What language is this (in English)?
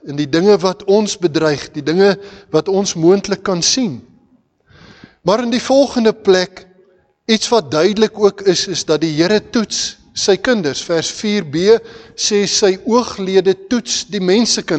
Afrikaans